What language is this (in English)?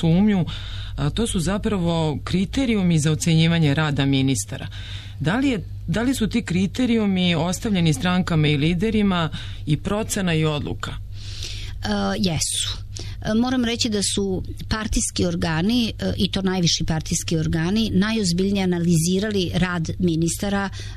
Serbian